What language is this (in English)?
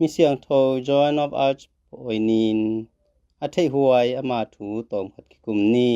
Tedim Chin